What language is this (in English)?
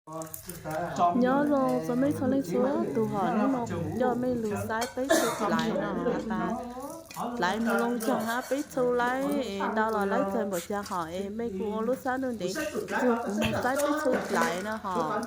Hmong